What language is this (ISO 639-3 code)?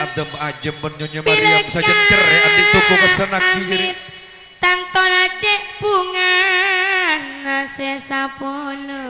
mad